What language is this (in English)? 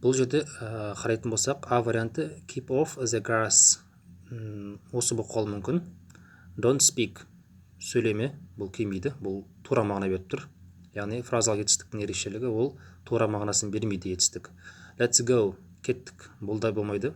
Kazakh